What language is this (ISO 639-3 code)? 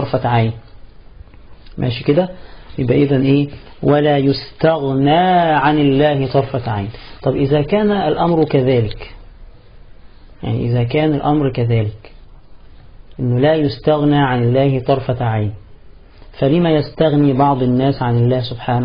arz